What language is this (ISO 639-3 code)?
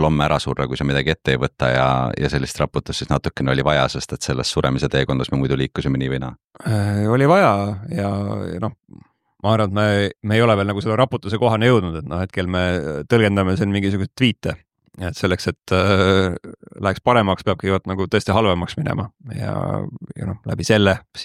est